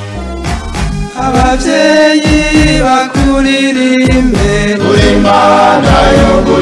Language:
Kinyarwanda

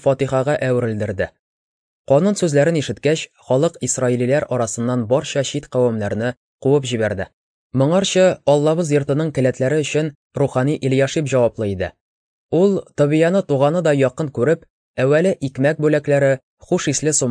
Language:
Tatar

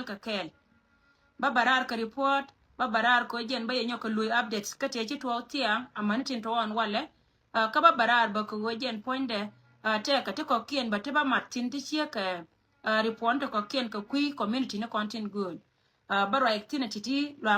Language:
Nuer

